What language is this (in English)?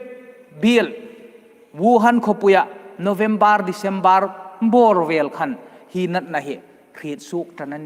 Hmar